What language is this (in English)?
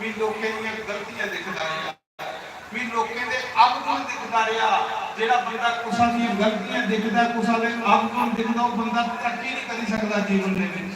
Dogri